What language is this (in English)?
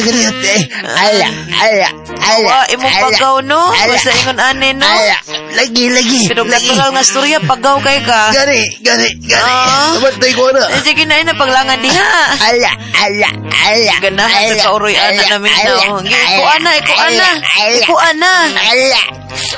Cebuano